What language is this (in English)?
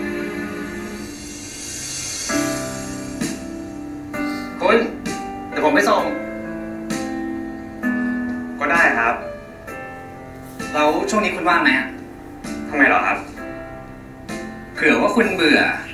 Thai